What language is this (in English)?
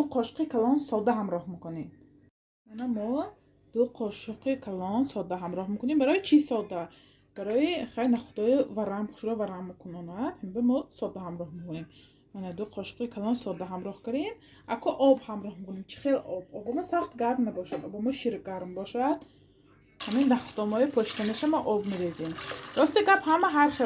Tajik